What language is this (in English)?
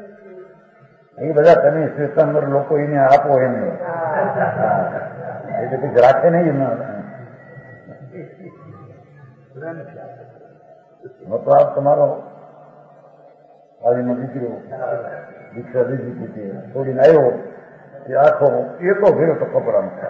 Gujarati